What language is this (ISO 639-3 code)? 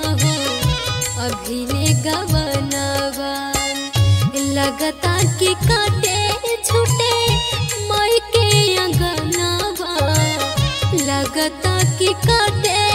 bho